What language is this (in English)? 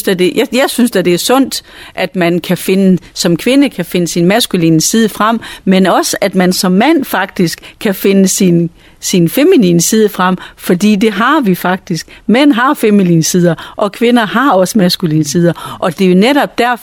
Danish